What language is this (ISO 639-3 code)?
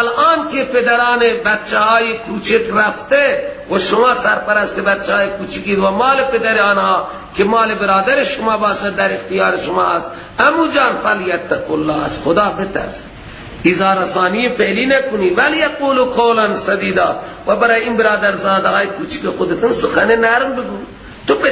fas